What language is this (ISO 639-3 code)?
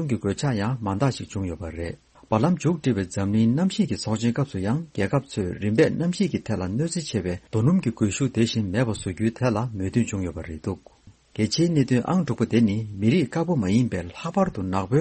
bod